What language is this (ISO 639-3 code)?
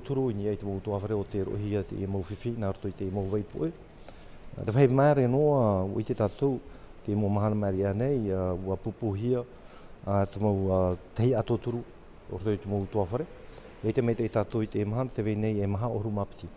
tah